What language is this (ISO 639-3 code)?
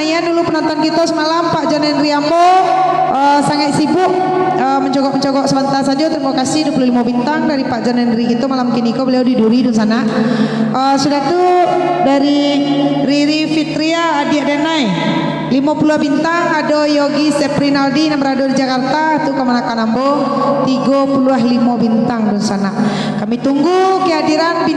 min